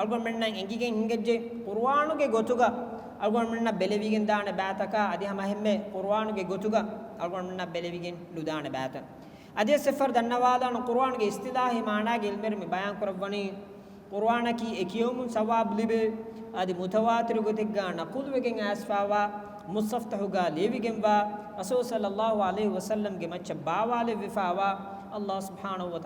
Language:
Divehi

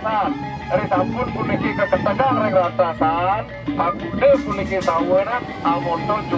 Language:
Balinese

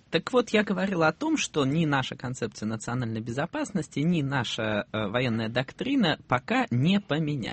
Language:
Russian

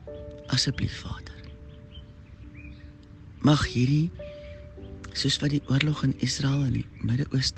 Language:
Afrikaans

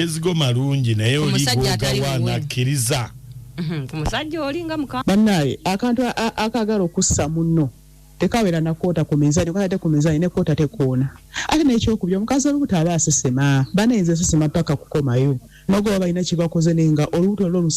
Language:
Ganda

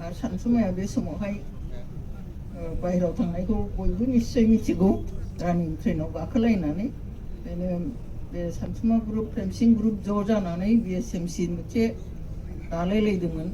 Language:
Bodo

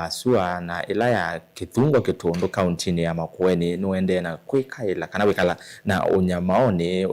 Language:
Kamba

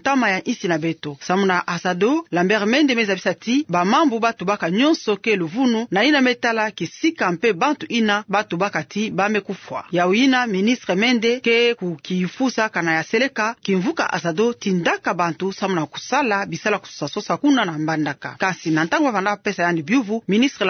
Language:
Kituba (Democratic Republic of Congo)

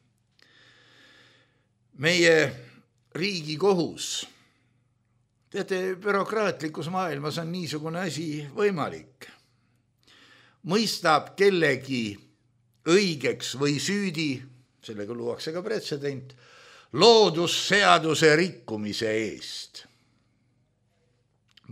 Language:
Estonian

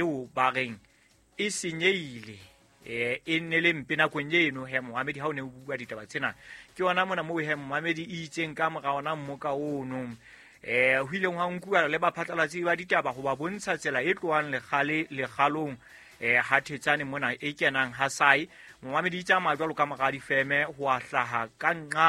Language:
Southern Sotho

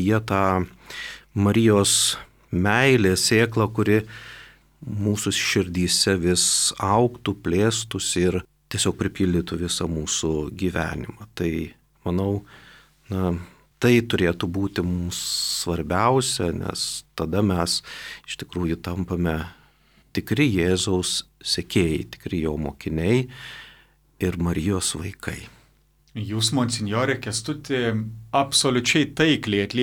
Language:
Lithuanian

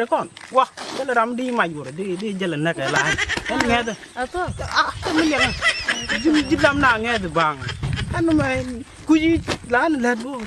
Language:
Nuer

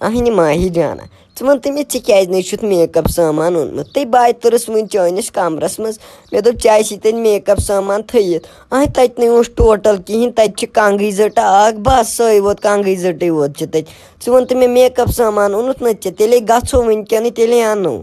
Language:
Kashmiri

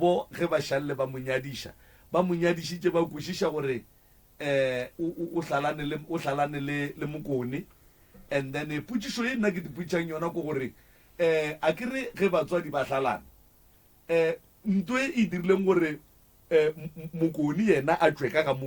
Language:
Northern Sotho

